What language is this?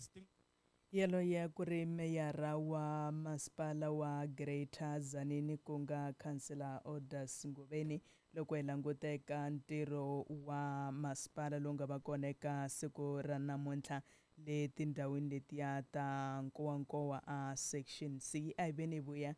Tsonga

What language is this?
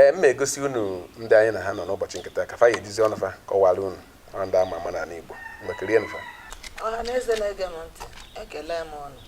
Igbo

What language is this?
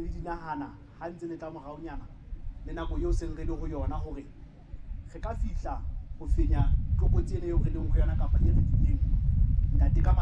Southern Sotho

